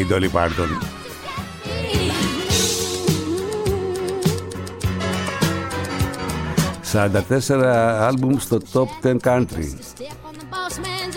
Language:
Greek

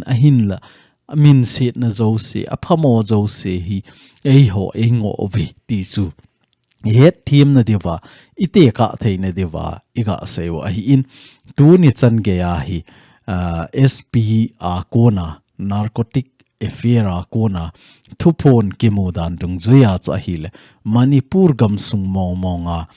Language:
Thado Chin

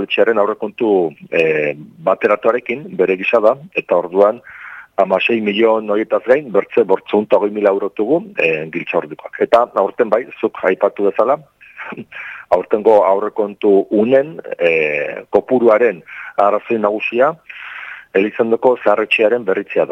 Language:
Basque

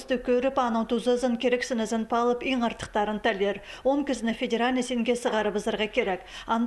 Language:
Khakas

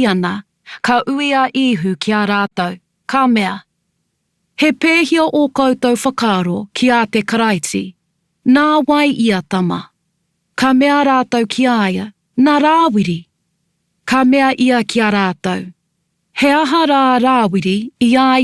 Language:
Māori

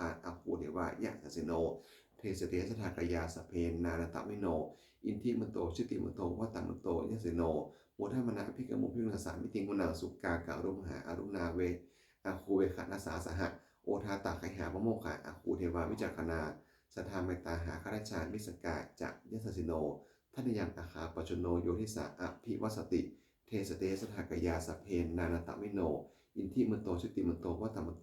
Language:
Pali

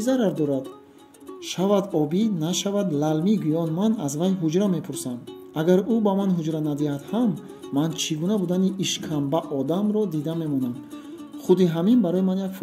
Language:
Tajik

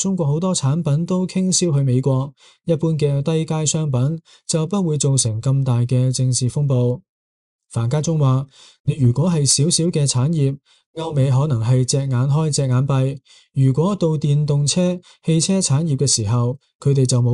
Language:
Cantonese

